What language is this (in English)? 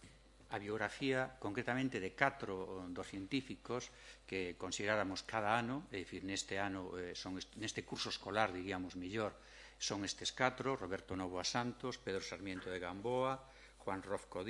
Galician